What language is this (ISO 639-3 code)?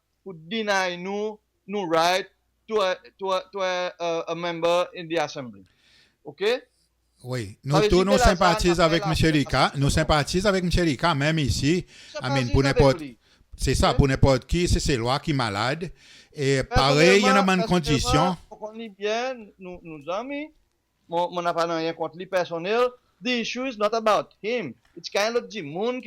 crs